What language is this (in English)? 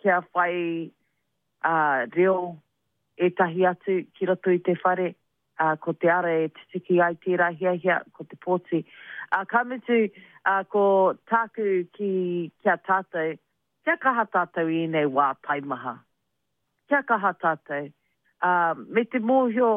Māori